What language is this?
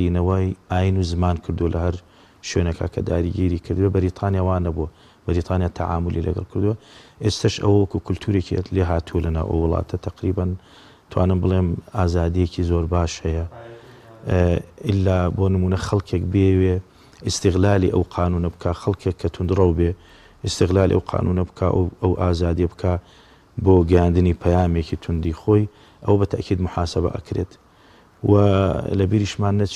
Central Kurdish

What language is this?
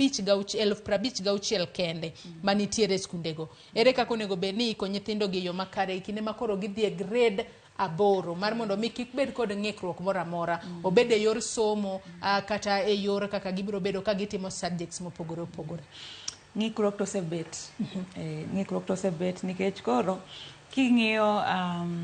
Luo (Kenya and Tanzania)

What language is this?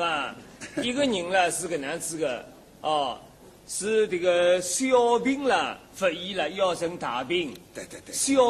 Wu Chinese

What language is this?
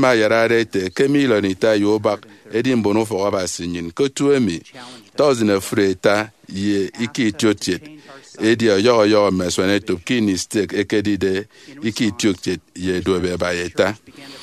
Efik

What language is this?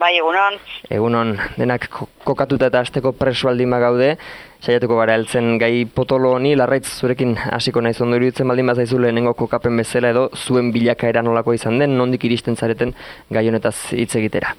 Basque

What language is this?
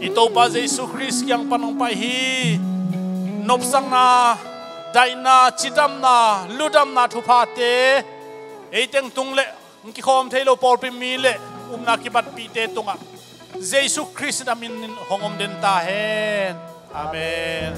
Tedim Chin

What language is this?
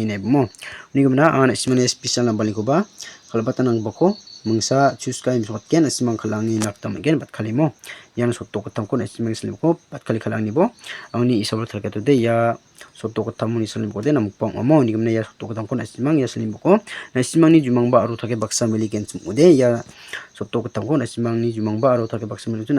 Garo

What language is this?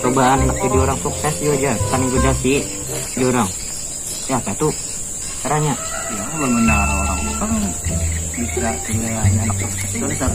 Banjar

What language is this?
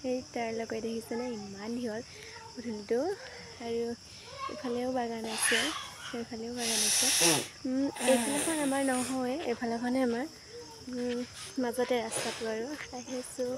Assamese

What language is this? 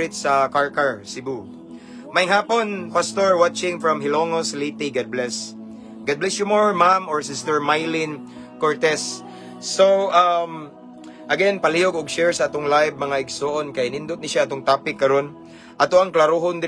Cebuano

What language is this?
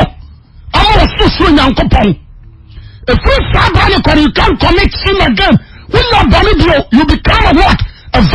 Akan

